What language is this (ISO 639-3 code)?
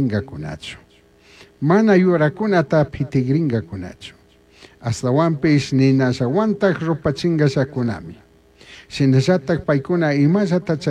qug